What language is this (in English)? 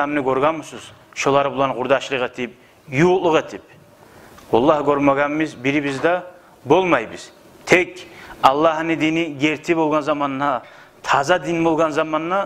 Kumyk